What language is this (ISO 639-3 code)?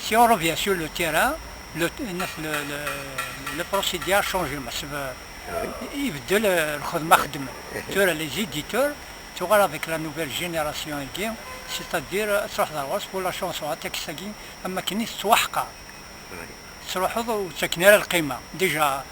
kab